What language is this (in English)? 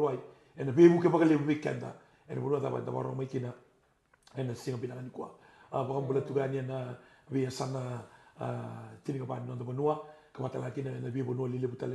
Fijian